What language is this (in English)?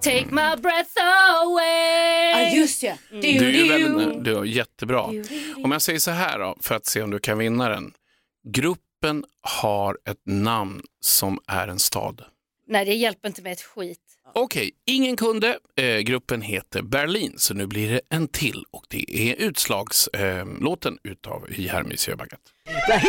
Swedish